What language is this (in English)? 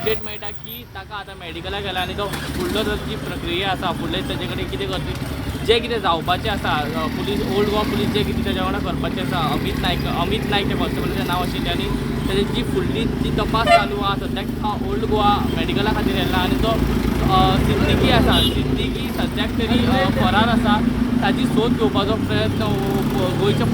Konkani